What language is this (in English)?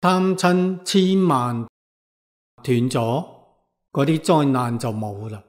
Cantonese